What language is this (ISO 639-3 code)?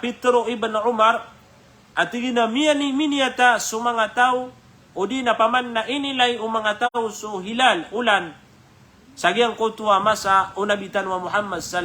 mrw